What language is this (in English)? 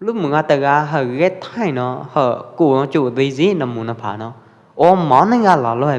Pwo Eastern Karen